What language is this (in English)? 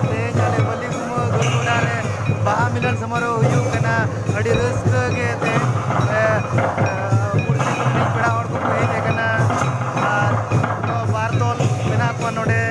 Santali